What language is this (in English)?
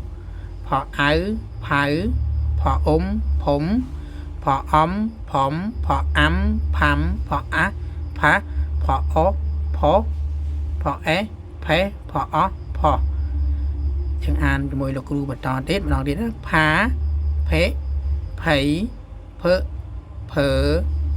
Khmer